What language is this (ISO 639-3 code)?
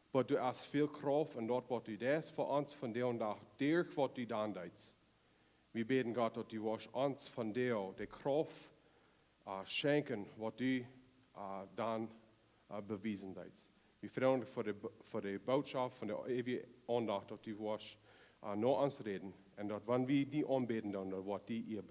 pdt